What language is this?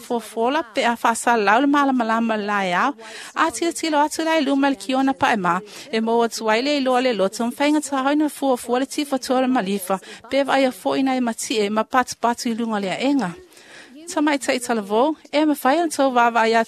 Samoan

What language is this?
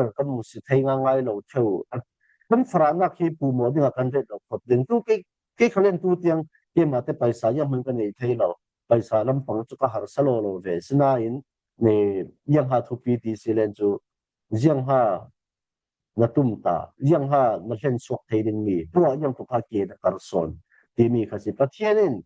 Falam Chin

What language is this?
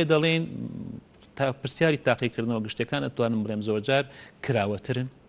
Central Kurdish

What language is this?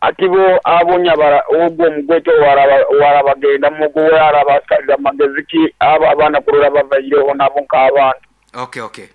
Nyankole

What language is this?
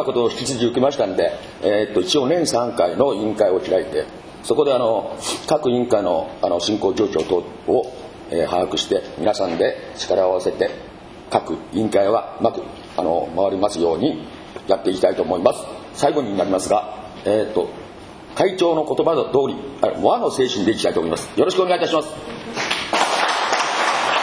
Japanese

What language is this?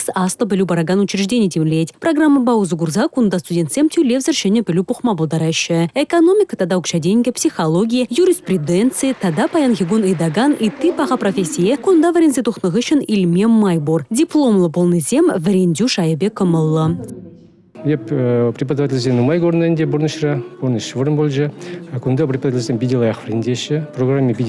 Chuvash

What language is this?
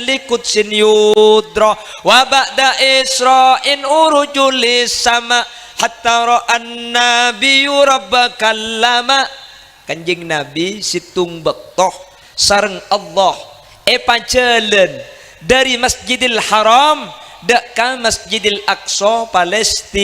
Madurese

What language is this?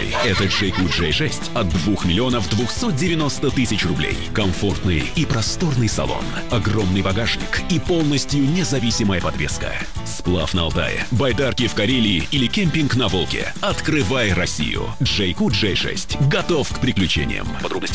Russian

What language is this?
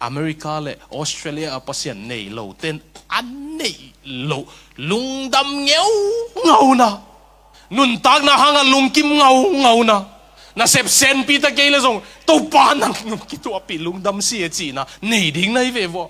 Tedim Chin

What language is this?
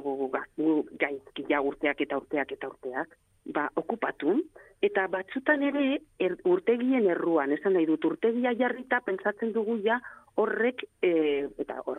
Basque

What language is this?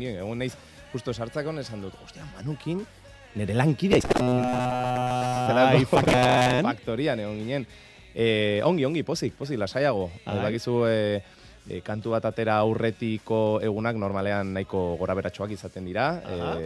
Basque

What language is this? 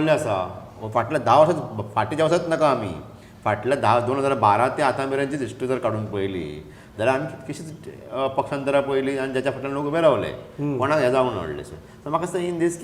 Konkani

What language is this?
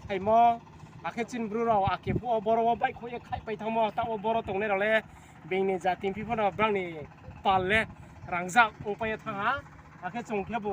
Riang (India)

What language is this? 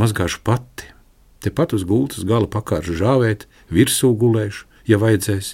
Latvian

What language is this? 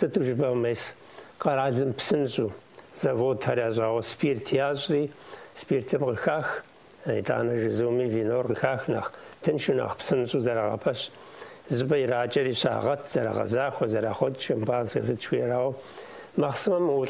Kabardian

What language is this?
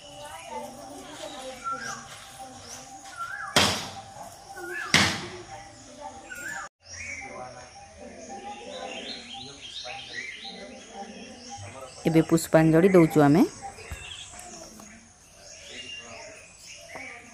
Odia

